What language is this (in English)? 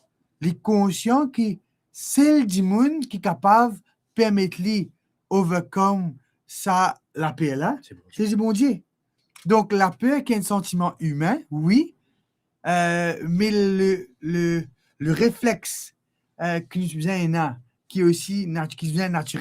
Morisyen